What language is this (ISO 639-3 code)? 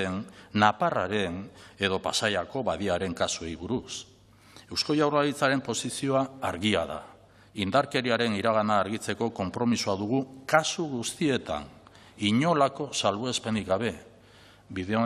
eus